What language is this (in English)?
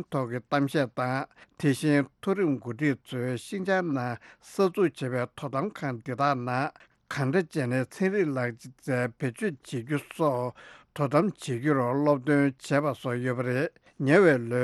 Tibetan